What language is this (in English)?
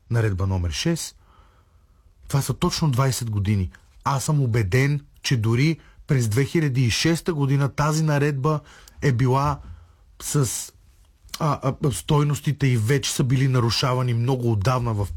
Bulgarian